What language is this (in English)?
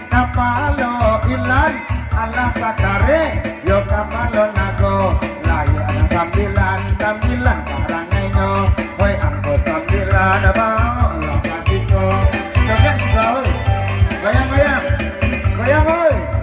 Minangkabau